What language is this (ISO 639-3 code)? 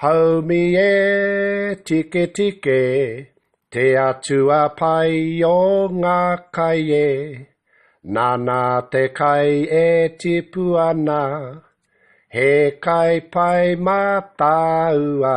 mri